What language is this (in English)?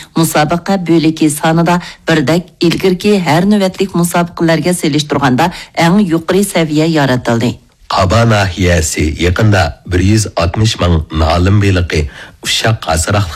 Uyghur